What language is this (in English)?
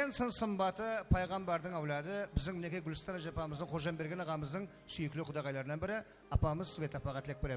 Kara-Kalpak